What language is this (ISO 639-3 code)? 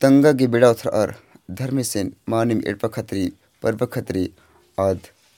kru